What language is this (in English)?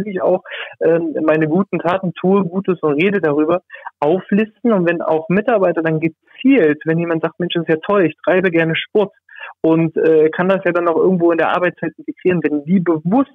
German